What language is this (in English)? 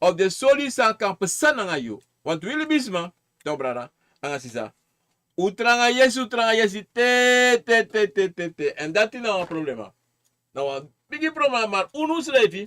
Sranan Tongo